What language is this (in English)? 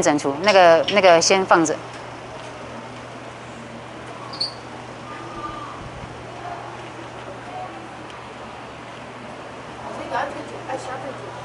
Chinese